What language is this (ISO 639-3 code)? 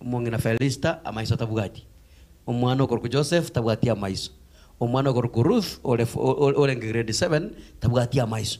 guz